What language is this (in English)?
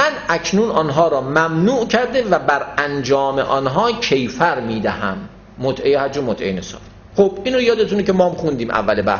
Persian